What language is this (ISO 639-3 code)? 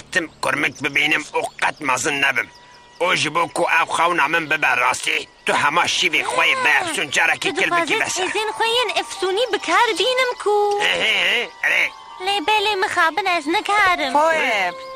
kur